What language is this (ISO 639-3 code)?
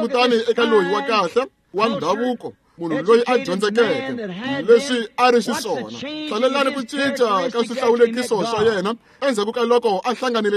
tso